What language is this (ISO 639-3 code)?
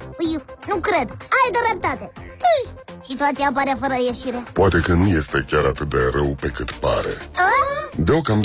ron